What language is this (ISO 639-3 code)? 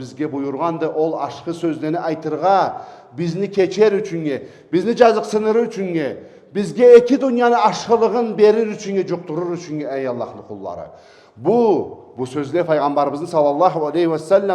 krc